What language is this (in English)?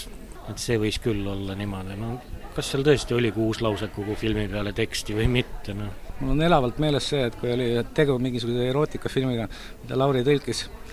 Estonian